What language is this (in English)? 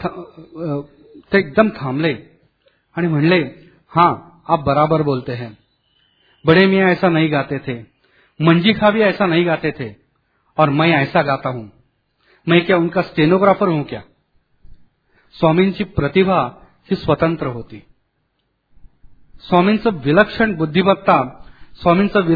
Marathi